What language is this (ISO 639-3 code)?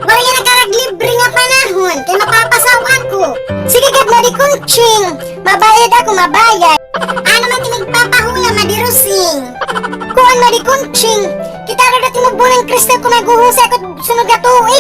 war